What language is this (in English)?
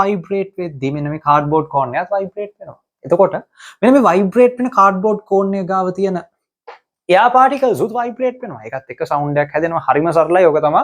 Sinhala